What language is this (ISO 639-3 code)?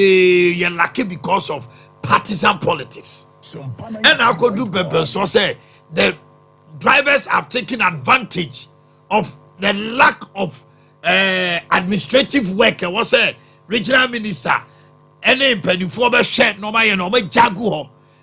aka